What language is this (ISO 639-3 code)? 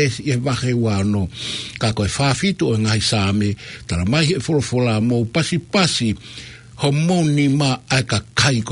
ton